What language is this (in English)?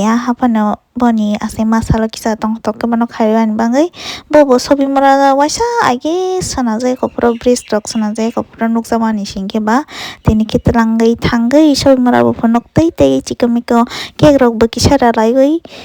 Kok Borok